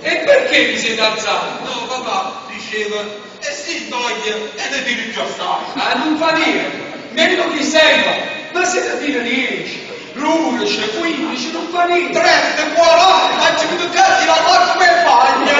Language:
Neapolitan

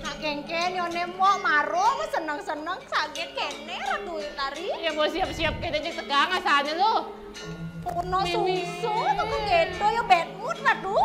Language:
Balinese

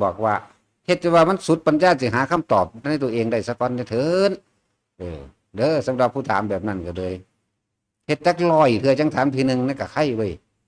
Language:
Northeastern Thai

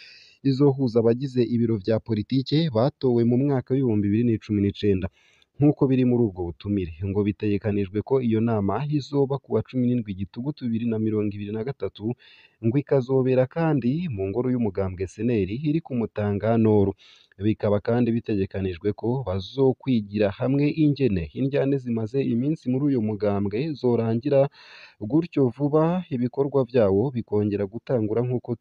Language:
Rundi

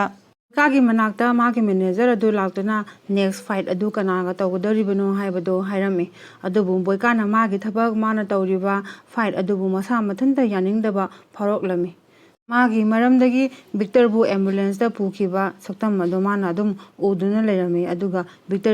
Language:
Manipuri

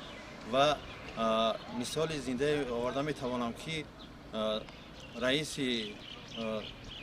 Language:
Tajik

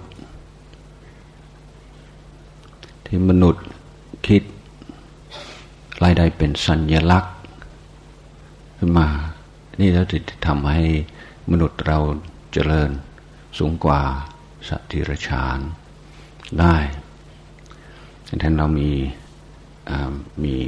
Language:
Thai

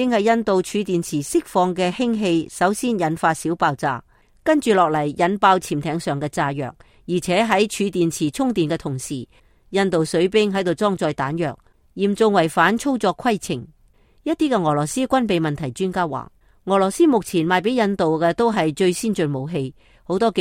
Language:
Cantonese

